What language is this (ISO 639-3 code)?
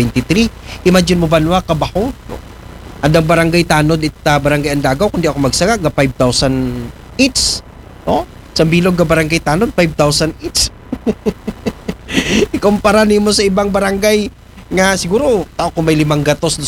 akl